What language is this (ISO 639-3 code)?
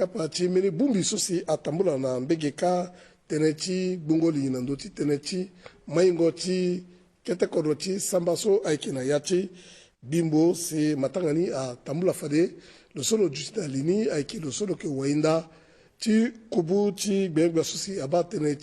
sag